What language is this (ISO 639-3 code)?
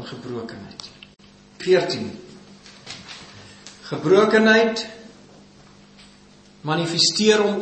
afr